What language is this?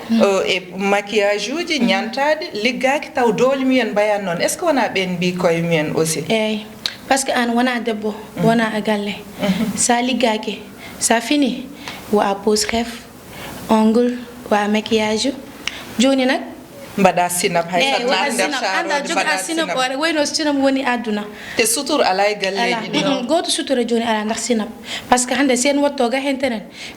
Fula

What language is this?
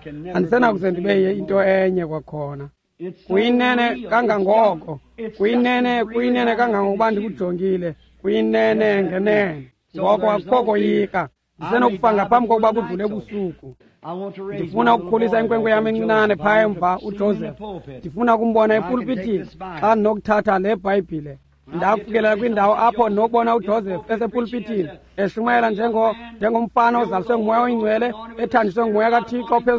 Xhosa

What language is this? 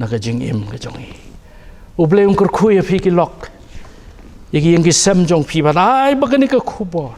Khasi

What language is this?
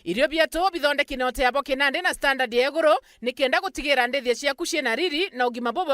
Meru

